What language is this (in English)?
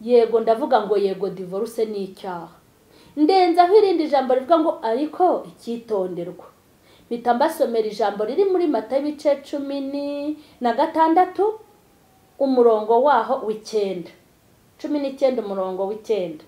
Kinyarwanda